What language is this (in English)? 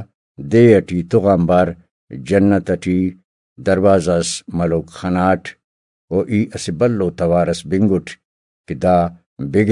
Brahui